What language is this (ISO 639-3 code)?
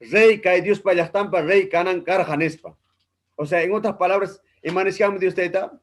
quy